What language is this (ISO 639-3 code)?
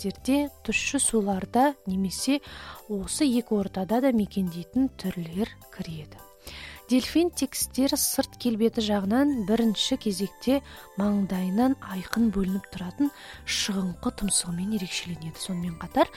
kaz